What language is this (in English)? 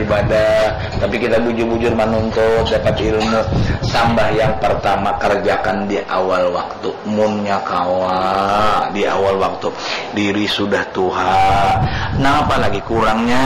Banjar